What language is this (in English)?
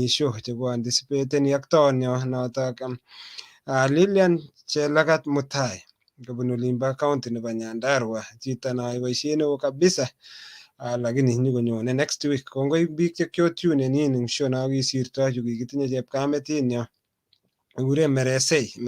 Kalenjin